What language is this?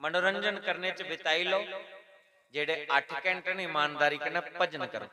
Dogri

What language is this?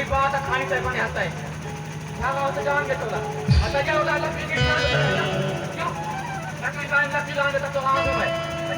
Chhattisgarhi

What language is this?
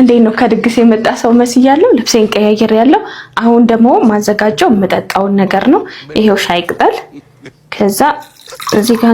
Amharic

